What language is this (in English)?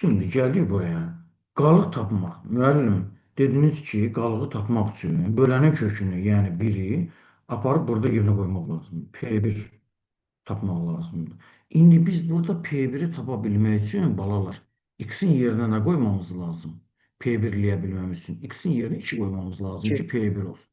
Azerbaijani